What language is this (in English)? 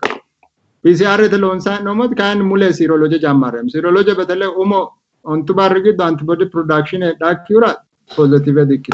Sidamo